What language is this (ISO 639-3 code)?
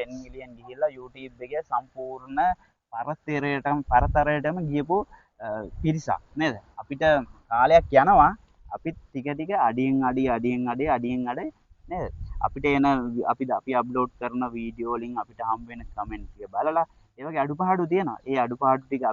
sin